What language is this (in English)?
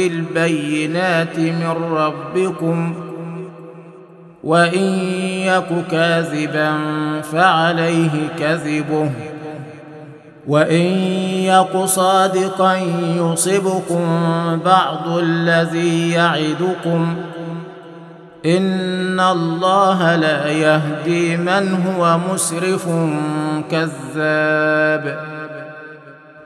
Arabic